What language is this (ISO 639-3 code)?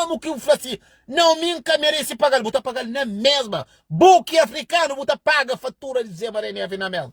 kea